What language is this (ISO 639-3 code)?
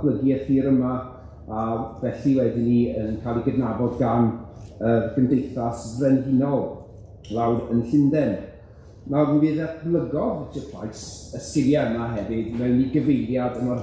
cym